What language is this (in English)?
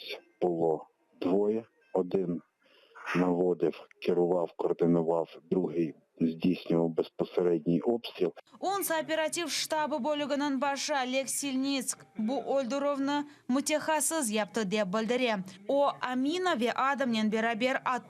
Crimean Tatar